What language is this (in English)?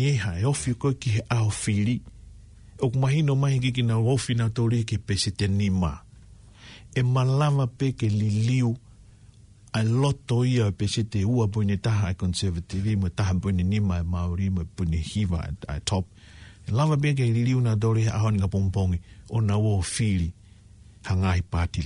Tongan